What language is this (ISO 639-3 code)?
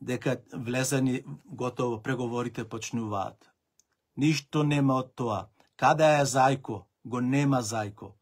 mkd